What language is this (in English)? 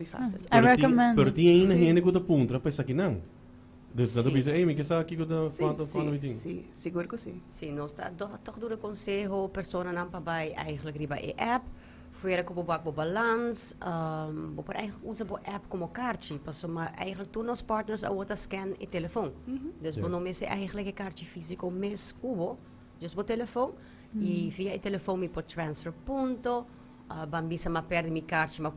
Papiamento